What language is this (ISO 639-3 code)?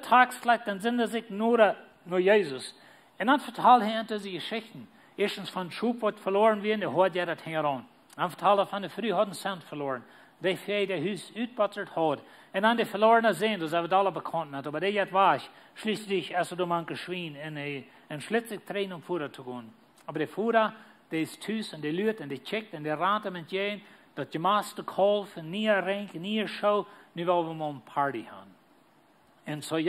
pdt